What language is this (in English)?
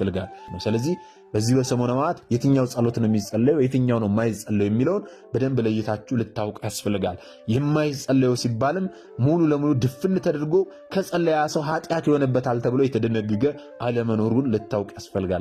Amharic